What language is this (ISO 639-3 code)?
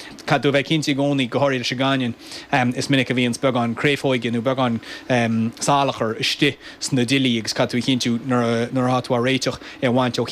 gle